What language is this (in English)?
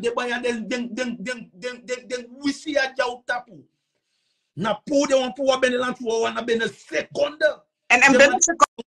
Sranan Tongo